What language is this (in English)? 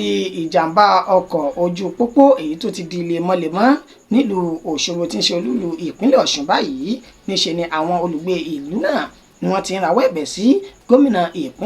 Yoruba